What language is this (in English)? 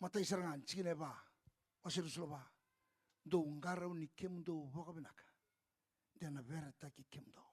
Fijian